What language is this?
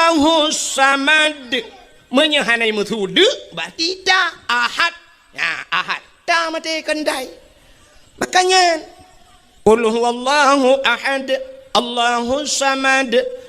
Achinese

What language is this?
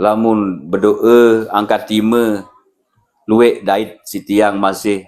Sasak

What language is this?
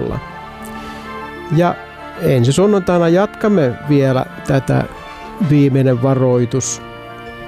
Finnish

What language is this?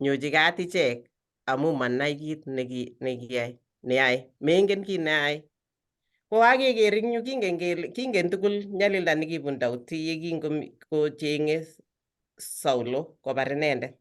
Kalenjin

